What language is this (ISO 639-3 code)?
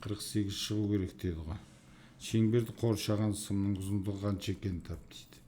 kaz